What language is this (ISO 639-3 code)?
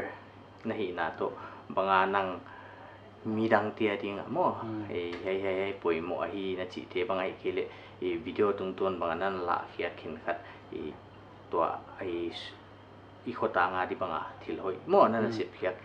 pck